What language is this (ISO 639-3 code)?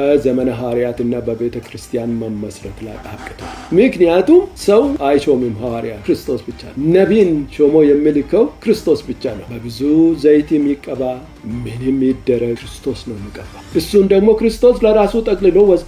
amh